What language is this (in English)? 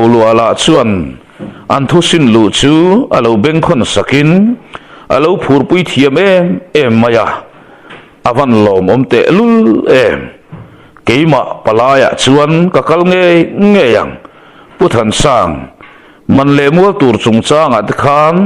Mizo